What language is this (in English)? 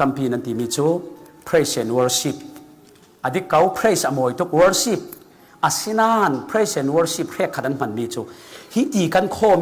Falam Chin